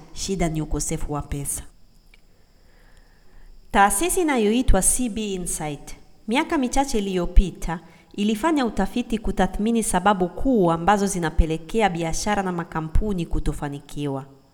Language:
Swahili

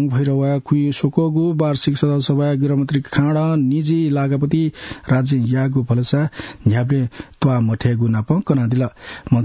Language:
Newari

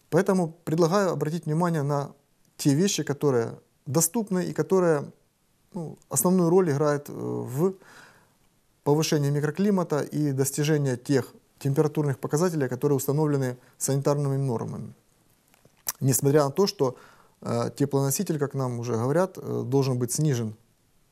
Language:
Russian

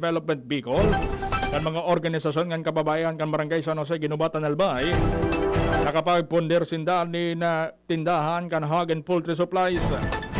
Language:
Bikol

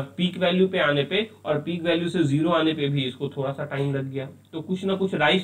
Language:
Hindi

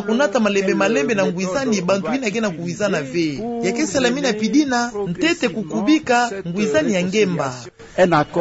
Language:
Kituba (Democratic Republic of Congo)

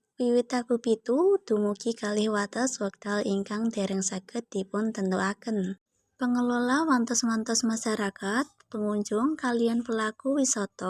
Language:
Javanese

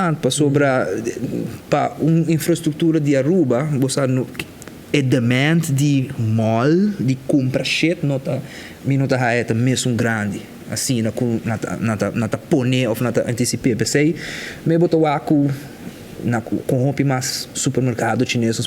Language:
Papiamento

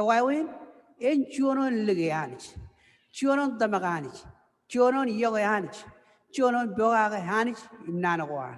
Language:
Marshallese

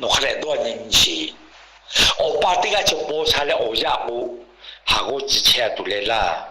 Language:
Lahu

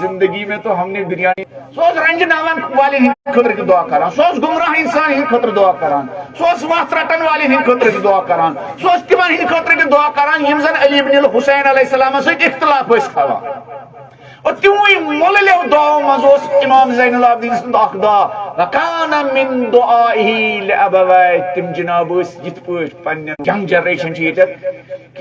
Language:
Kashmiri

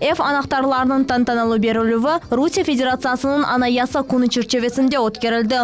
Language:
Crimean Tatar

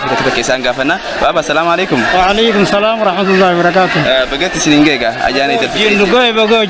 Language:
Oromo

